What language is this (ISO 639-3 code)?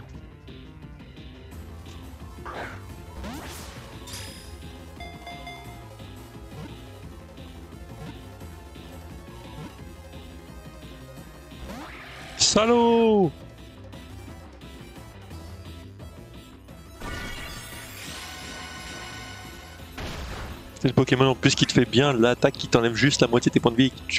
fra